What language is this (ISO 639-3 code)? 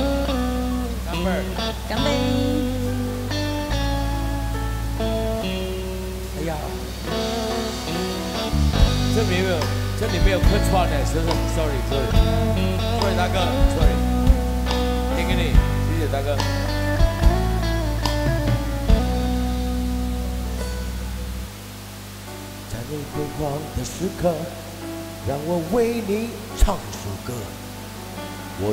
zho